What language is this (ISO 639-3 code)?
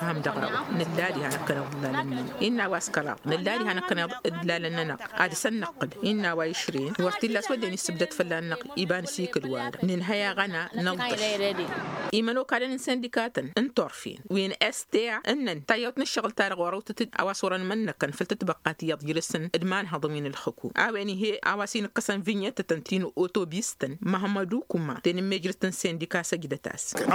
taq